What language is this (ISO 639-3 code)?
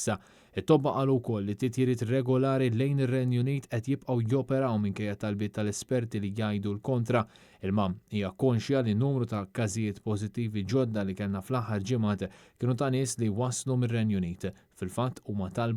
mlt